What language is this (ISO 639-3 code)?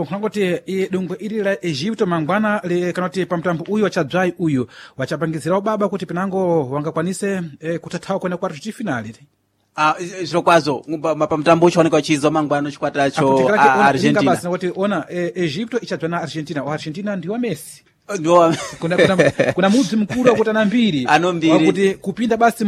seh